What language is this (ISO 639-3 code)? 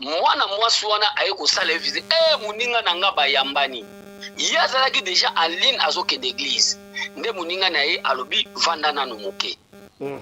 lin